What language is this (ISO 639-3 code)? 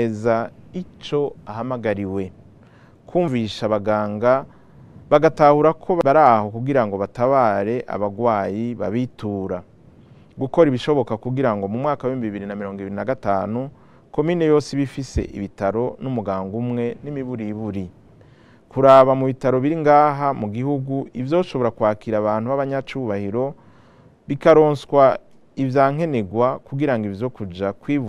run